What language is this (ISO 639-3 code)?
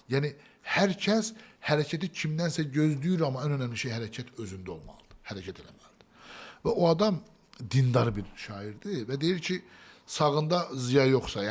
aze